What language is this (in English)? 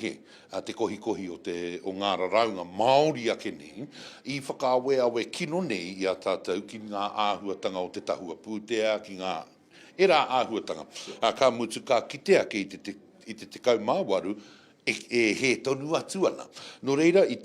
Māori